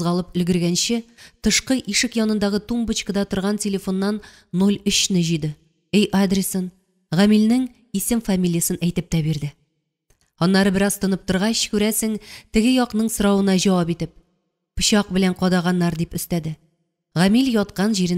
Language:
Tatar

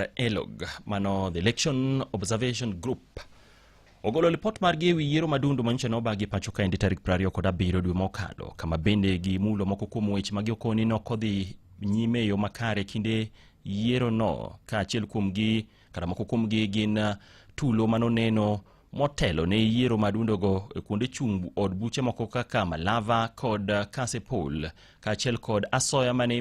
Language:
Luo (Kenya and Tanzania)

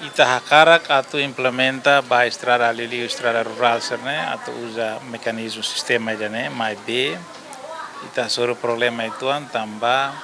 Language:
Tetum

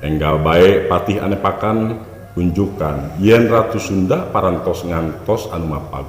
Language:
Sundanese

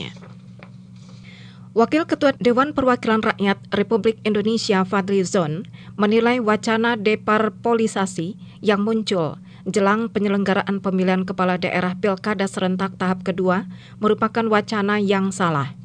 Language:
Indonesian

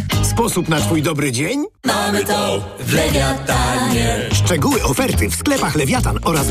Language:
Polish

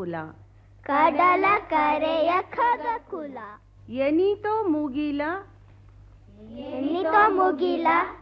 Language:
Kannada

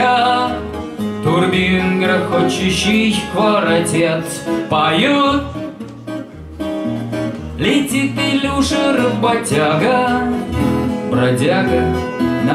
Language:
Russian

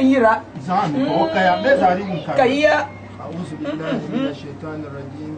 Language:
Dagbani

